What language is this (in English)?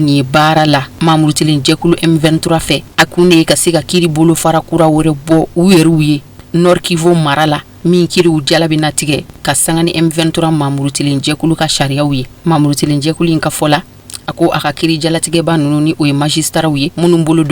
Bambara